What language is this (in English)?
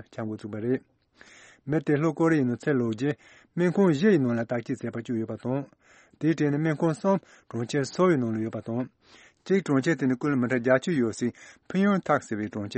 Tibetan